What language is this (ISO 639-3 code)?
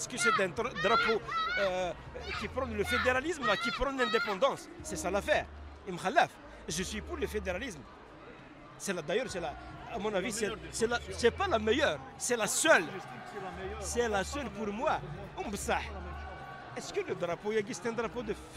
kab